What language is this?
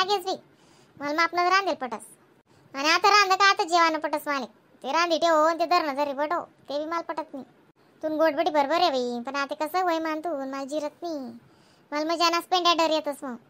Khandesi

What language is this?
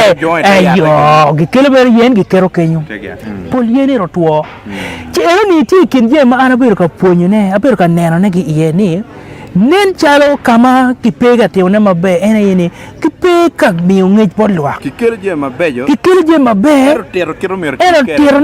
Acoli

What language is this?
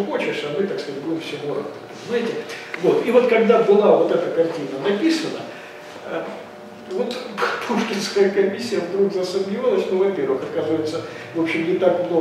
Russian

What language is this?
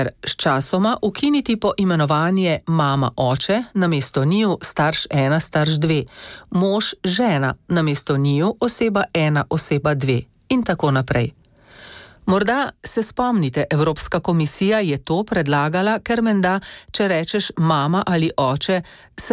Slovenian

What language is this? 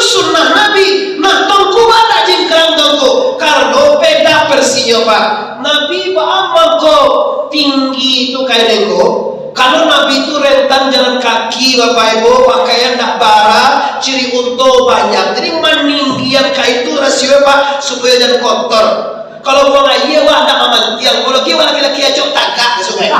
Minangkabau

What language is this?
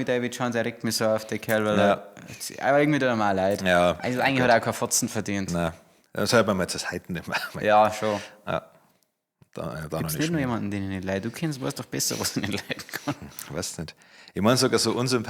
Bavarian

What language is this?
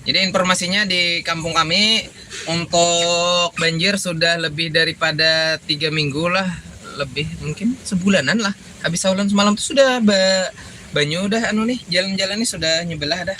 Banjar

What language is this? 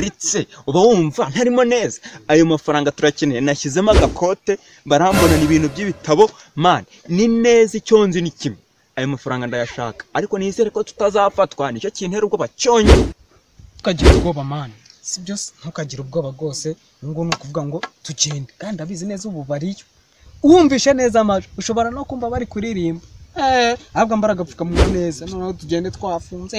Kinyarwanda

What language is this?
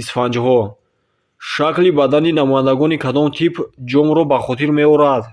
Tajik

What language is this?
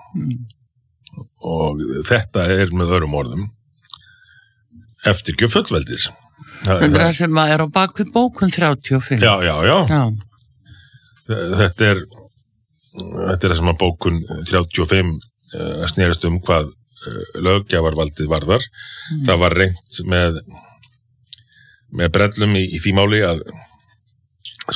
Icelandic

